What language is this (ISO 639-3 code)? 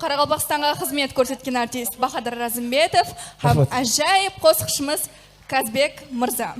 kaa